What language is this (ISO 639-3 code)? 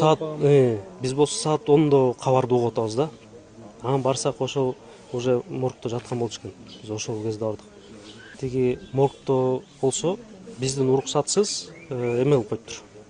kir